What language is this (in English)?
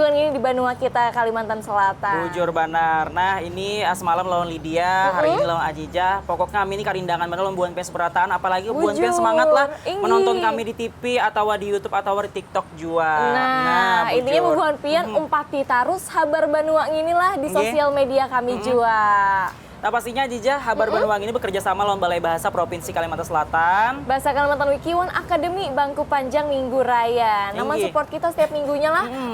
Banjar